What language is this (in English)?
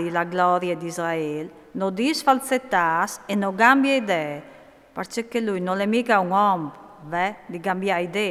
Friulian